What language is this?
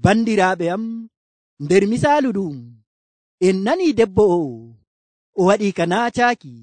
Nigerian Fulfulde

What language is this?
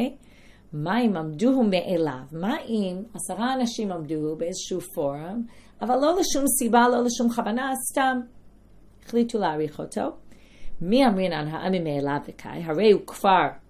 Hebrew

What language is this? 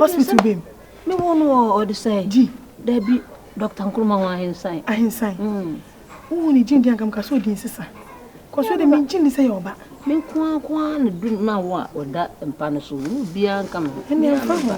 Akan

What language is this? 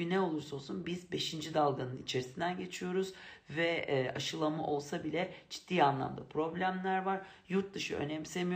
Turkish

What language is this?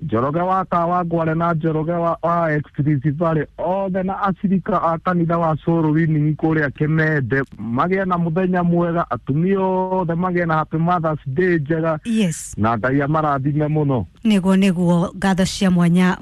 Kikuyu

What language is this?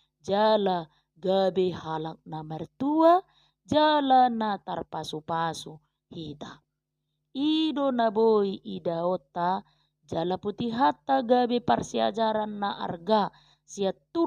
Batak Toba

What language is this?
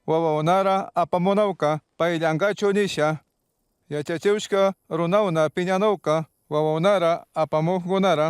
Chimborazo Highland Quichua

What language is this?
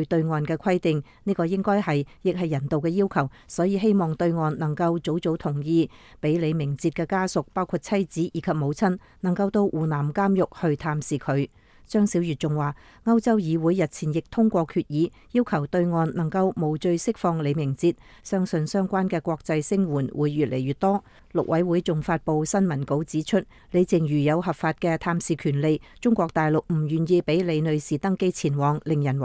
Cantonese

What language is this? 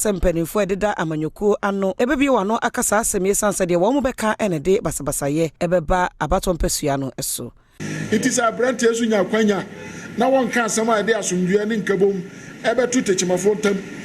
Akan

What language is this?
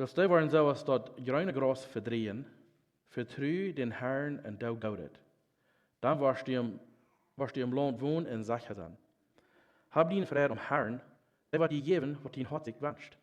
Plautdietsch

